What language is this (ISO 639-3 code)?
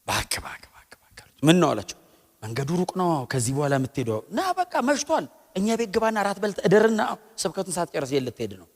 amh